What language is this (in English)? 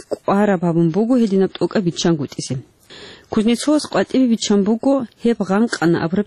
Avaric